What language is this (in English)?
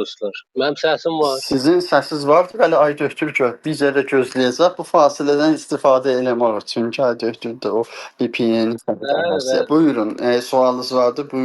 South Azerbaijani